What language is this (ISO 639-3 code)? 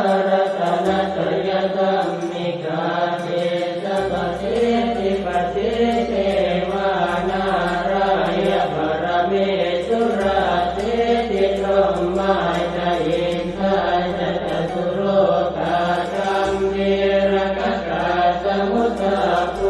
pli